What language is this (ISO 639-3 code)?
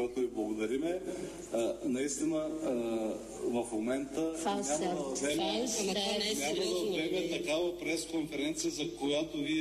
bul